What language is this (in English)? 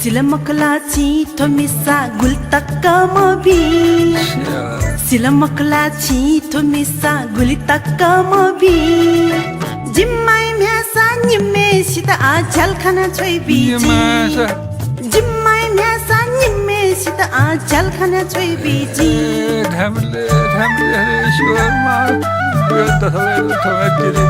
Newari